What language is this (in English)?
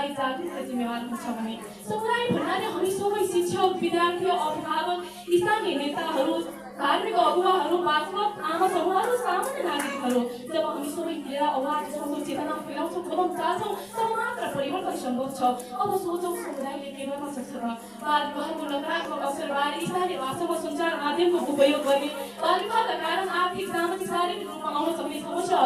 Nepali